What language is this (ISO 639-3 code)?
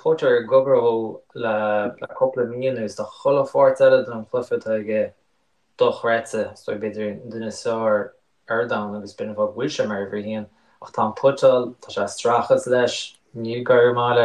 gle